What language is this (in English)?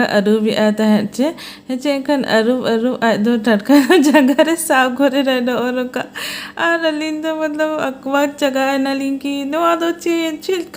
Santali